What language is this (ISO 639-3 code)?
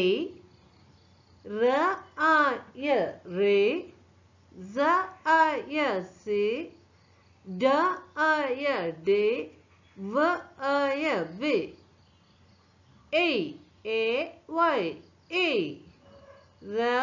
mal